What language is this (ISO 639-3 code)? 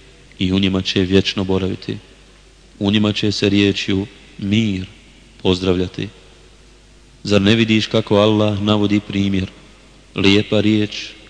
bos